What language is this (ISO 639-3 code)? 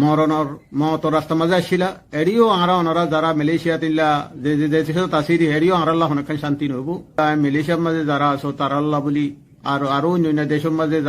rhg